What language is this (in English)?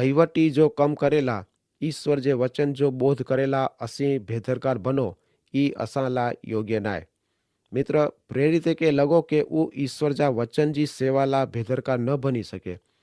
Kachhi